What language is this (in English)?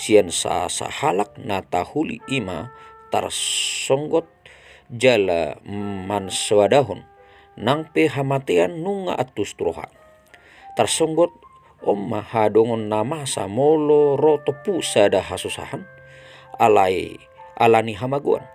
Batak Toba